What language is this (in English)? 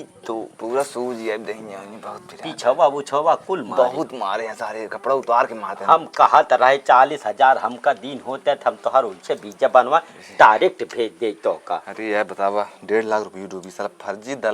Awadhi